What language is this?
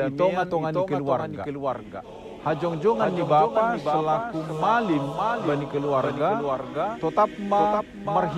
Batak Simalungun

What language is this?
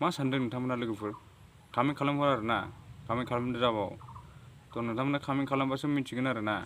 Bodo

